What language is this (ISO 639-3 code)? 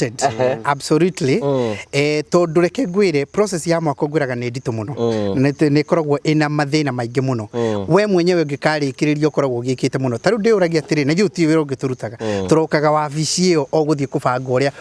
kik